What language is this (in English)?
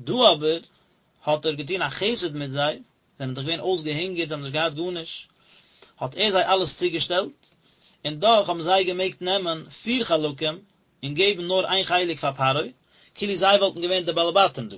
Yiddish